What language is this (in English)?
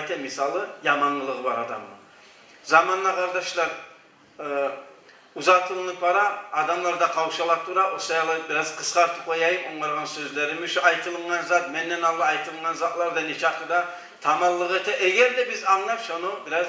Kumyk